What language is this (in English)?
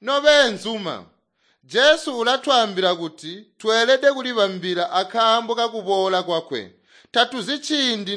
Tonga (Zambia)